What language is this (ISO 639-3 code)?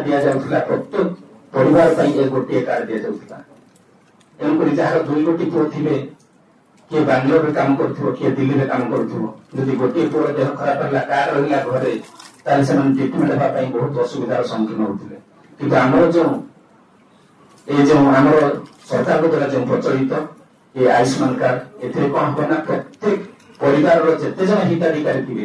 ori